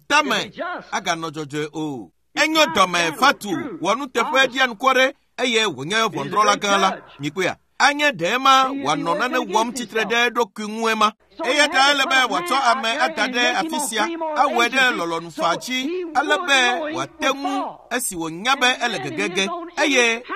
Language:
Ewe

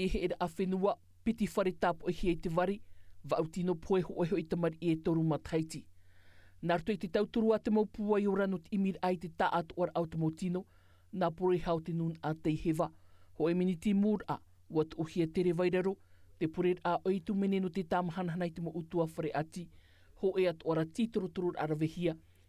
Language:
Tahitian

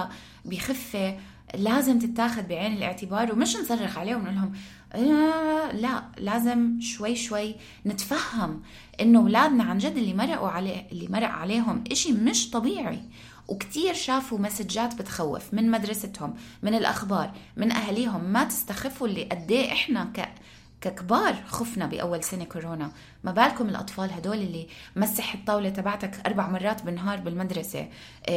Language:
North Levantine Arabic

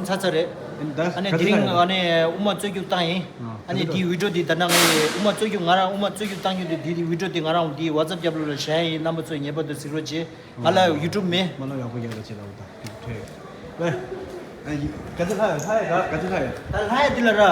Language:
Tibetan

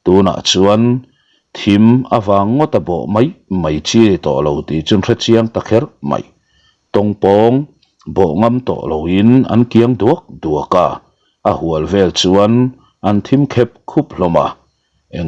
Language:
Mizo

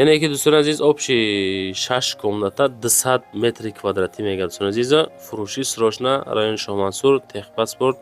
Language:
Tajik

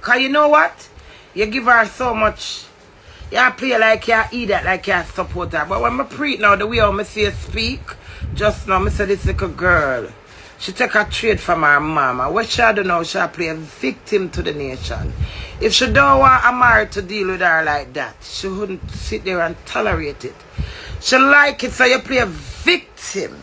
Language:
Jamaican Creole English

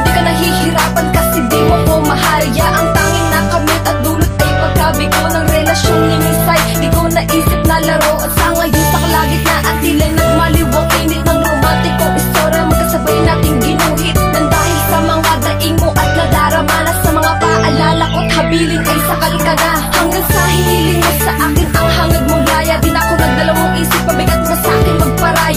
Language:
Filipino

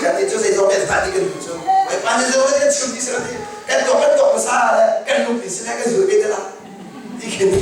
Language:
Hakha Chin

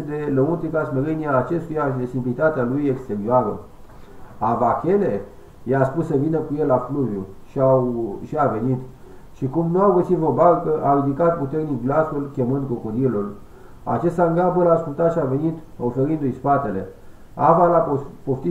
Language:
Romanian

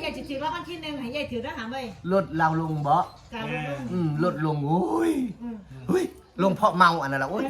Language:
Northeastern Thai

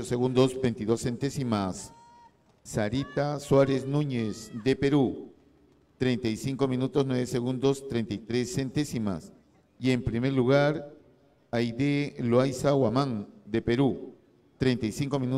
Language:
Spanish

